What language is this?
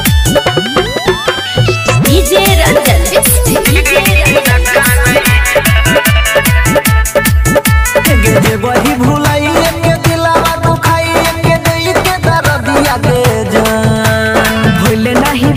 Maithili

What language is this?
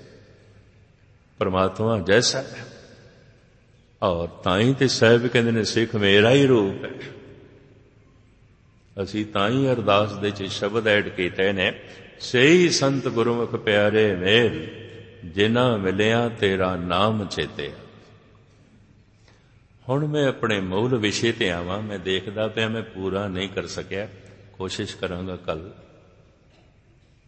Punjabi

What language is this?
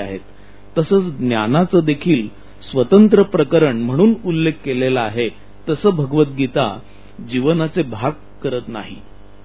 Marathi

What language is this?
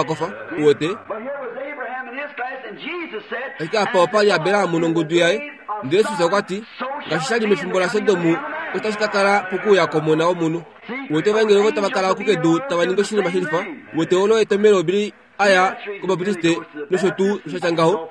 Kuanyama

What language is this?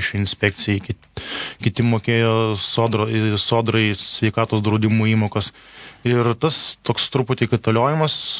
Lithuanian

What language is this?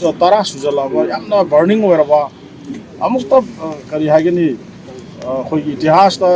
Manipuri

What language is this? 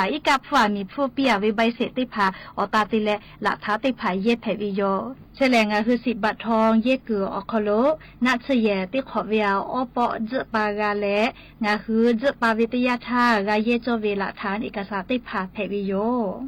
Lahu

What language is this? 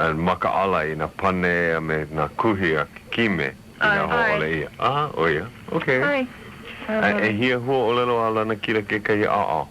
Hawaiian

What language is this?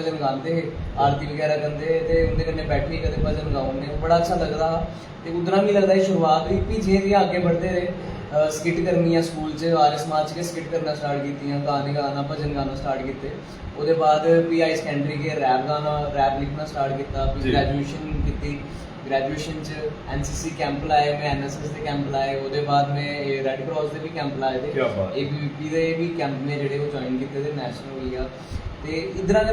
Dogri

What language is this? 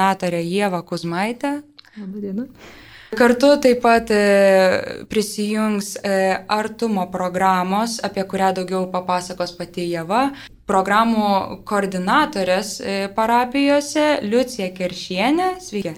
Lithuanian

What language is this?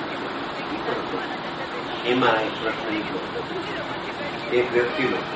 Gujarati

